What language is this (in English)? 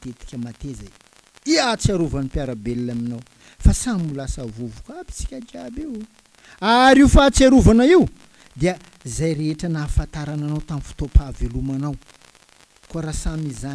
Malagasy